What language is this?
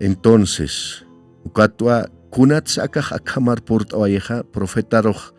Aymara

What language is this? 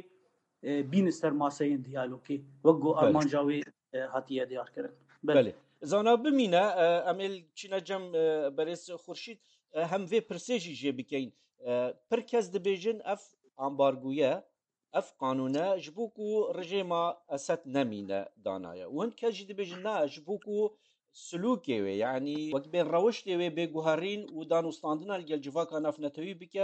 Kurdish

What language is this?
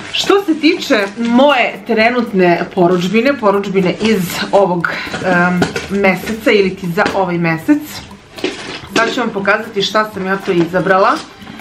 Serbian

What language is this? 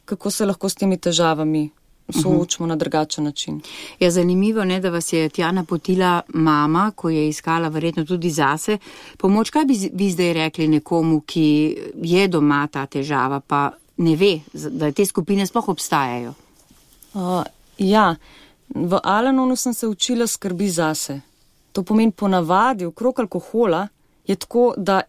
Slovenian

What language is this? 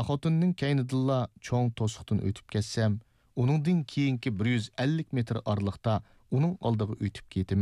Uyghur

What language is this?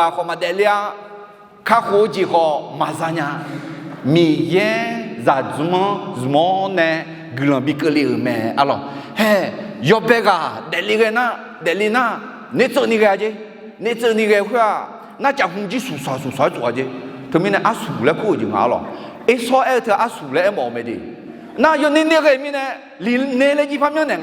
Akha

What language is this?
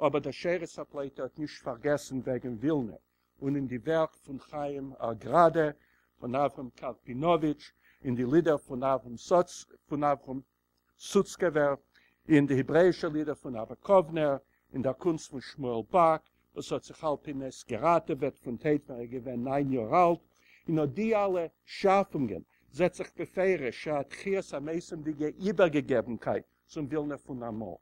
Yiddish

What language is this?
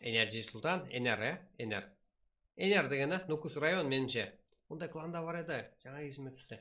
Kara-Kalpak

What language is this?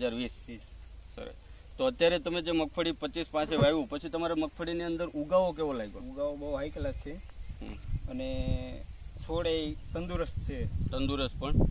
Gujarati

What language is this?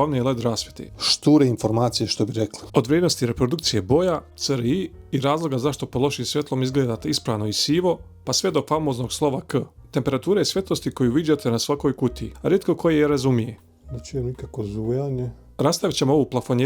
Bosnian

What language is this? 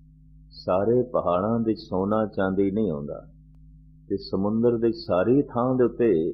Punjabi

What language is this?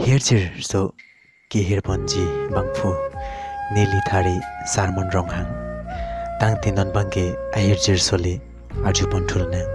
Karbi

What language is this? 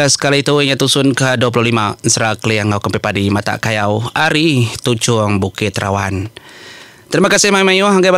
Iban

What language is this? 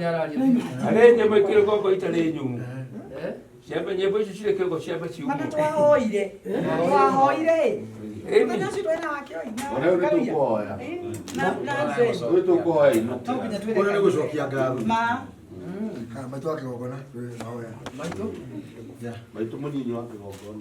Kikuyu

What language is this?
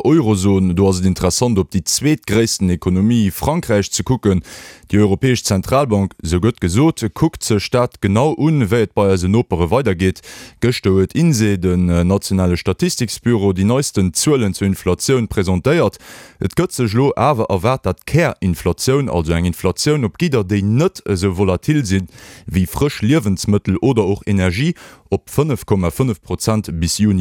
Luxembourgish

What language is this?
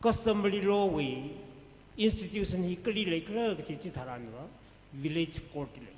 Tangkhul Naga (India)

